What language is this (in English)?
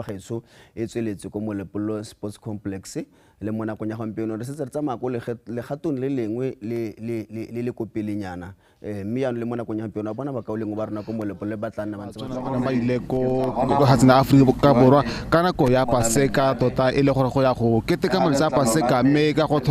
Tswana